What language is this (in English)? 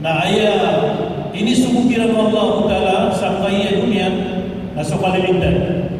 Maranao